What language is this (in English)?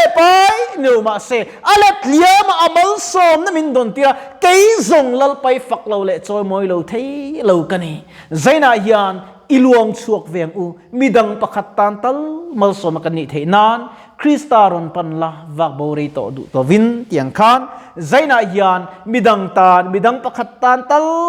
Mizo